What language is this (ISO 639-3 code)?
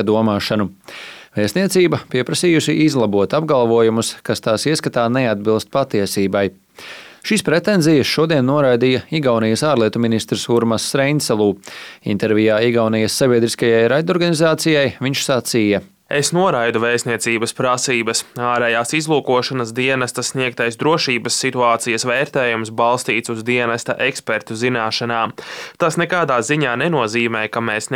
lav